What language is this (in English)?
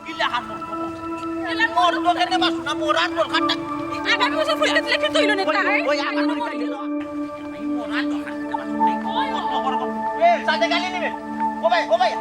Sylheti